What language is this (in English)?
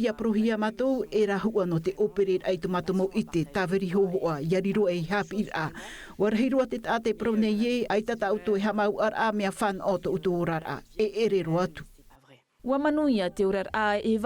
Tahitian